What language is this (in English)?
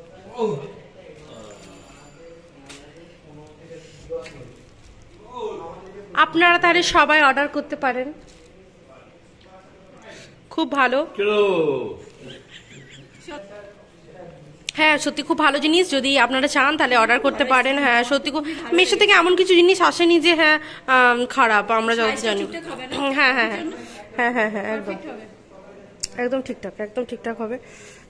Bangla